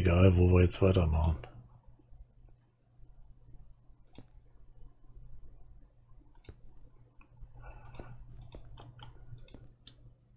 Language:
German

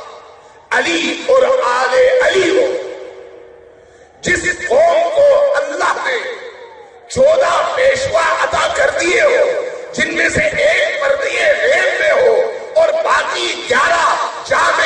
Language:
Urdu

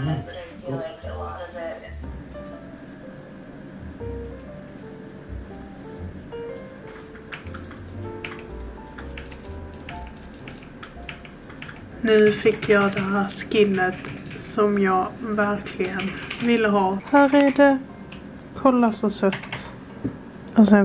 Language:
Swedish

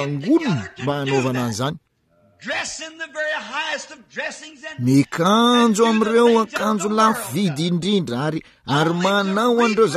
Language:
Malagasy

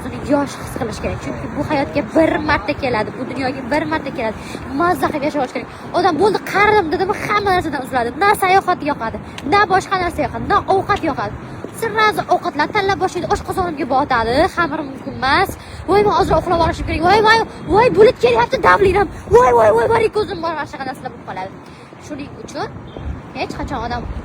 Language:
Uzbek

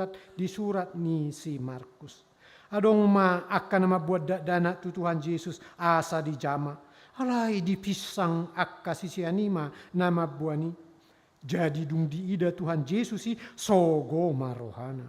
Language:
Batak Toba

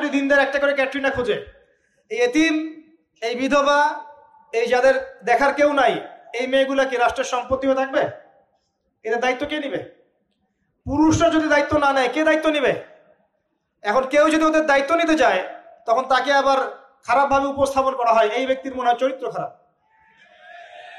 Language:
Bangla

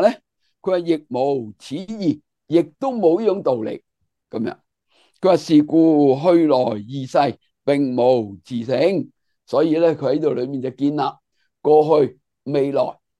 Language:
Cantonese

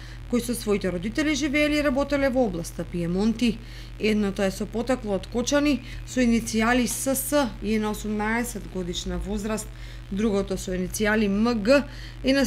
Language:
Macedonian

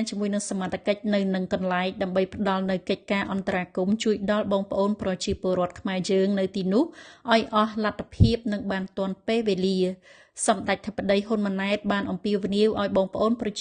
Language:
Khmer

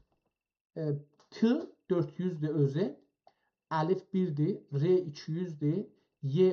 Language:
South Azerbaijani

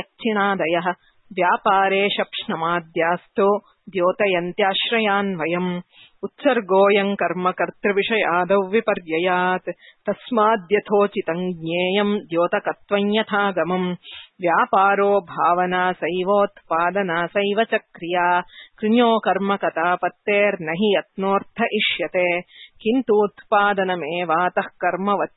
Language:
Sanskrit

